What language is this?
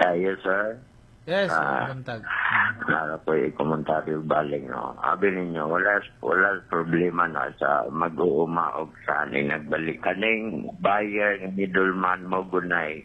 Cebuano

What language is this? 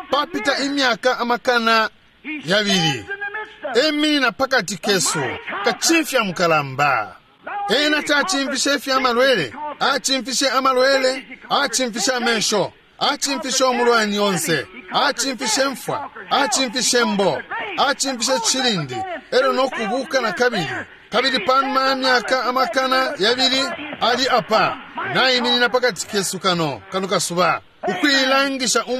Bemba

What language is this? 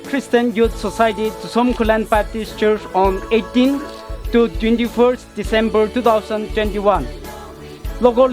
Tangkhul Naga (India)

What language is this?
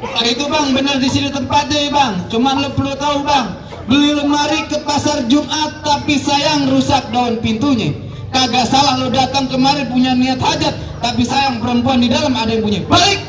Betawi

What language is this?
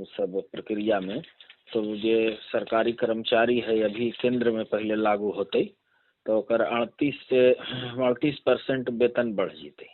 Magahi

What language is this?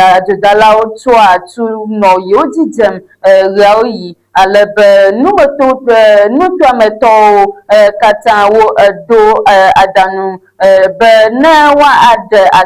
Ewe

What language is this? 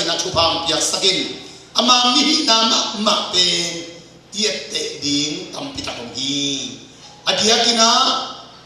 Tedim Chin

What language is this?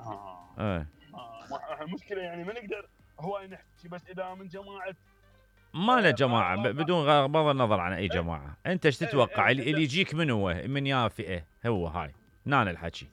Mesopotamian Arabic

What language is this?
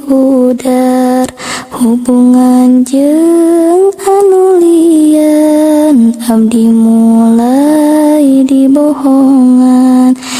Sundanese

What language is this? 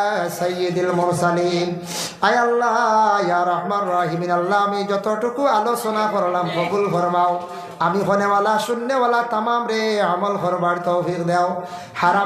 Sylheti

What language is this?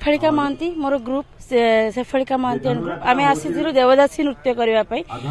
Odia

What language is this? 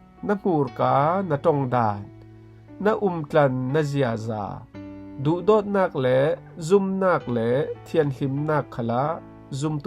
Falam Chin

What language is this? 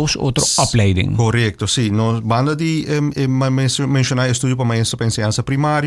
Papiamento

